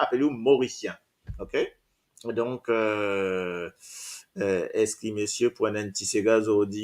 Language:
Morisyen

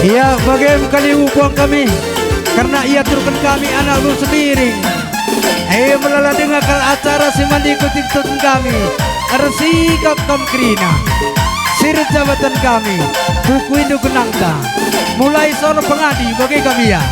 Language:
Batak Karo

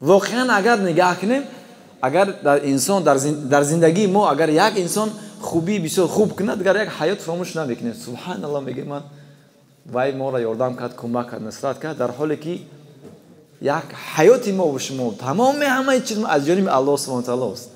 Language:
Tajik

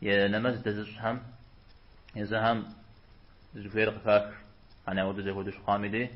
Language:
Kabardian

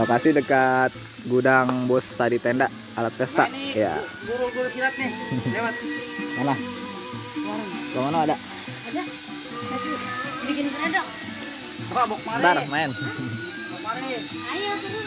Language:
Betawi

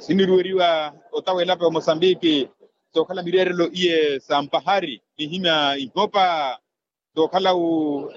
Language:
Makhuwa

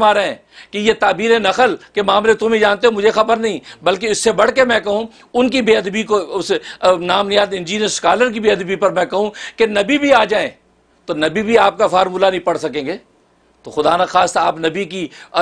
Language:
Urdu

